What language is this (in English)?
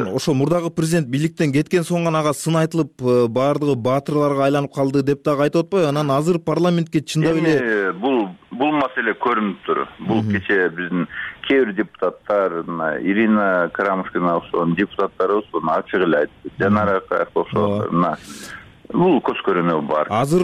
Kyrgyz